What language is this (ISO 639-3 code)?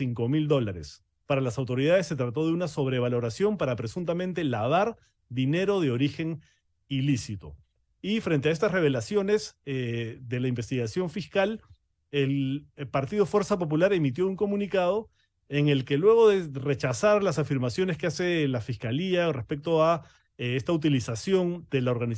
spa